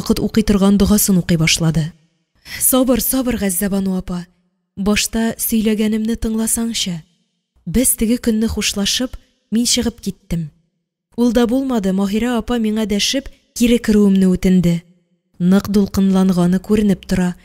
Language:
Tatar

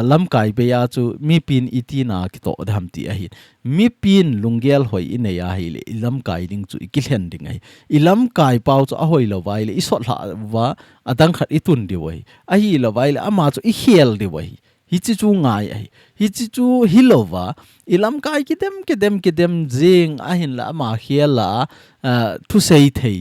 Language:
Thado Chin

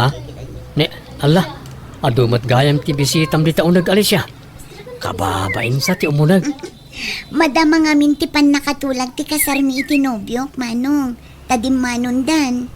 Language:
Iloko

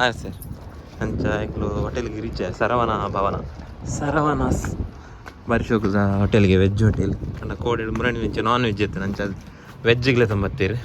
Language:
Tulu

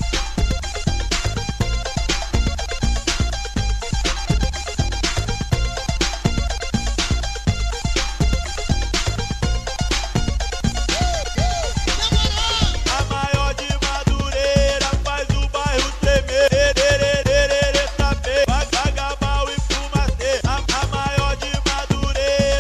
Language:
Portuguese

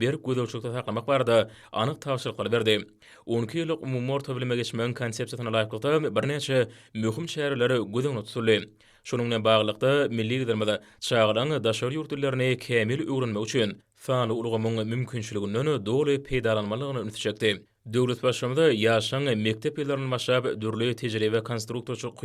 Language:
Turkmen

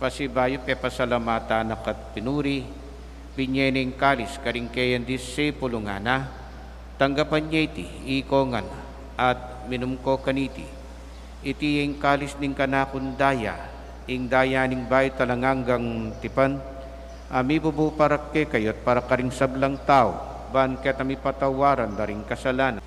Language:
Pampanga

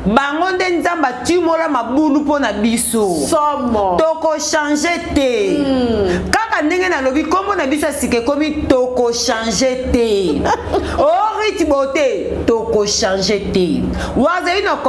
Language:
Lingala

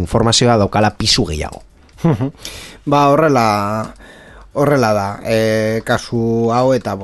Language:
Basque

